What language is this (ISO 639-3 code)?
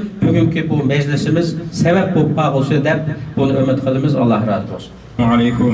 uig